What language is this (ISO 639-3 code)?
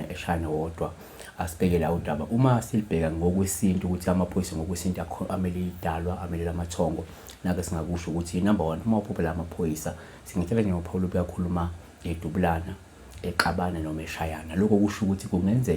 zul